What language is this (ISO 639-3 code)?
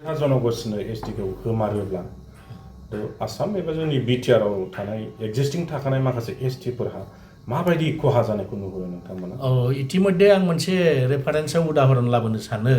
brx